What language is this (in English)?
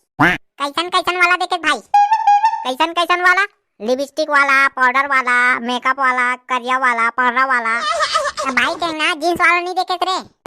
Chhattisgarhi